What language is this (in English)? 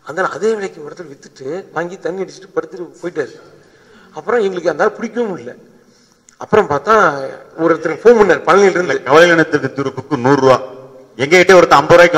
Tamil